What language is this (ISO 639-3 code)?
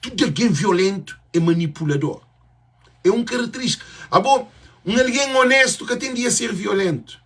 kea